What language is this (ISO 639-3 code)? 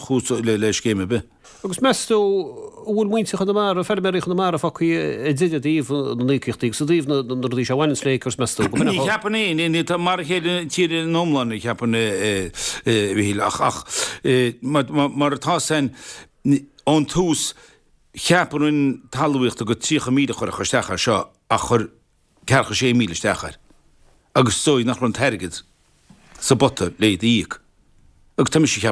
gle